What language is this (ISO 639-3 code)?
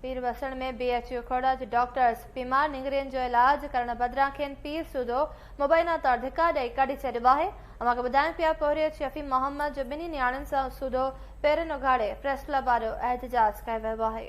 snd